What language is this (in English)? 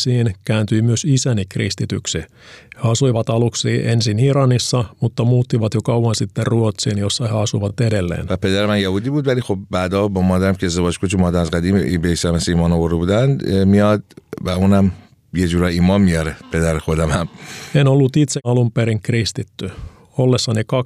Finnish